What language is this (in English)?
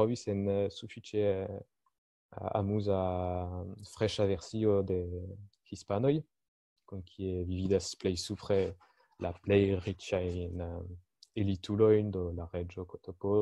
Esperanto